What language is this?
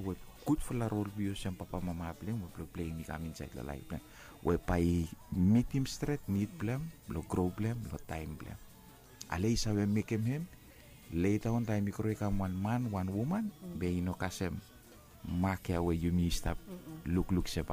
Bislama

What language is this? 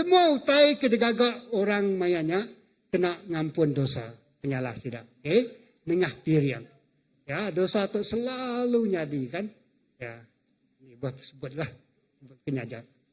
Iban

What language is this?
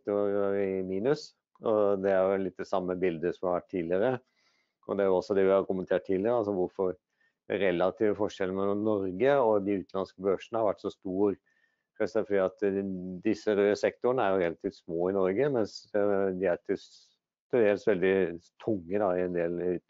Norwegian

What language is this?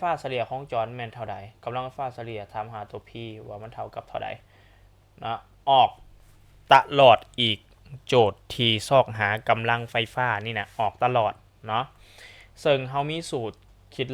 Lao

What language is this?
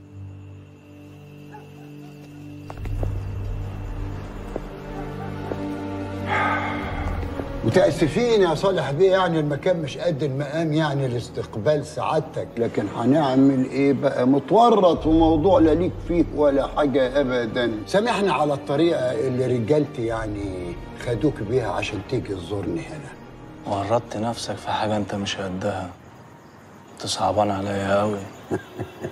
Egyptian Arabic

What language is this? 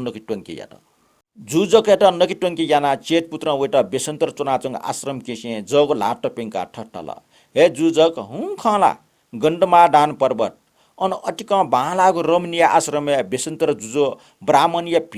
Newari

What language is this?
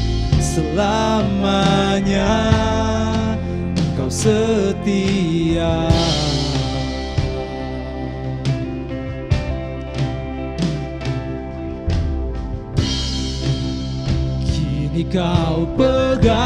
Indonesian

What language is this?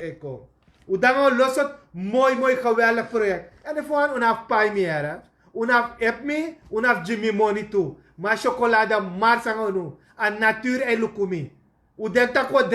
Sranan Tongo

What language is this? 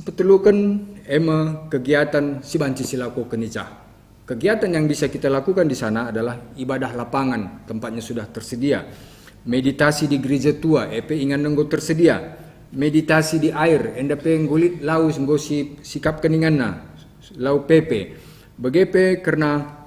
Batak Karo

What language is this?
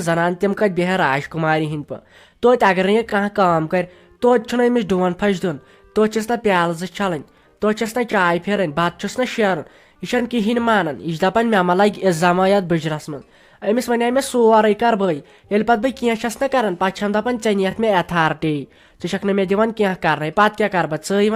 Kashmiri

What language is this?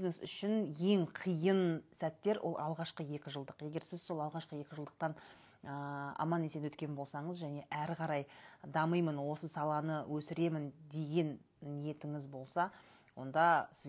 Kazakh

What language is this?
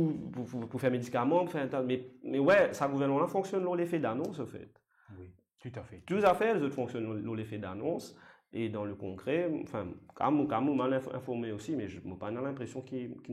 Morisyen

